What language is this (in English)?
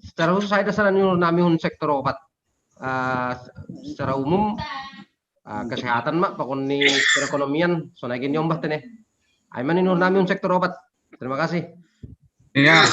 Batak Simalungun